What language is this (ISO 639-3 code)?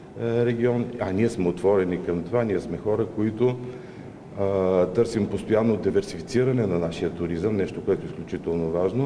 bul